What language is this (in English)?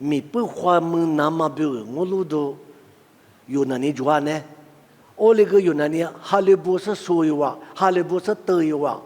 Lisu